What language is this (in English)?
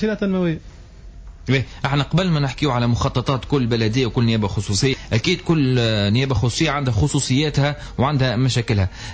Tunisian Arabic